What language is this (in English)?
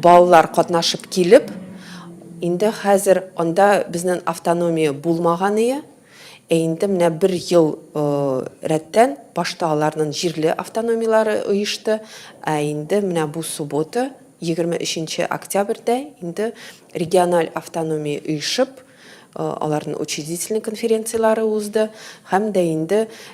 Tatar